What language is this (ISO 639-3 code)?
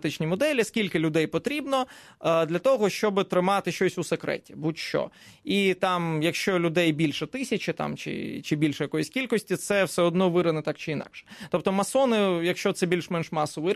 ukr